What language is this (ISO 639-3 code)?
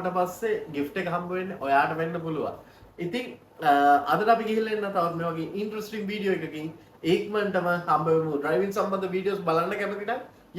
sin